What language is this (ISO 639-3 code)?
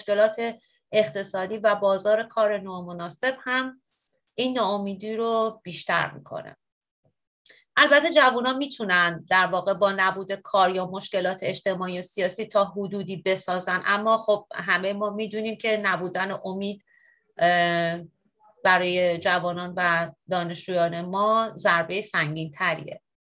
fas